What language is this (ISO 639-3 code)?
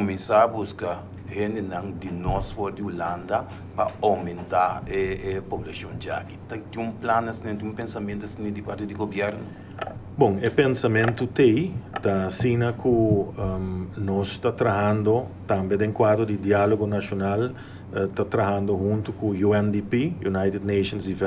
pap